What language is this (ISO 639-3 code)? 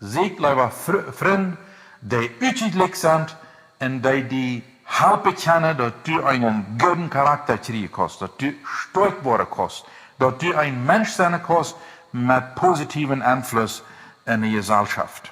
pdt